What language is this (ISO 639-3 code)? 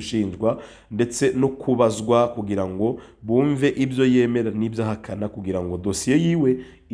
kin